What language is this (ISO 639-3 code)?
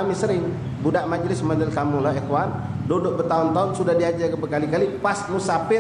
mui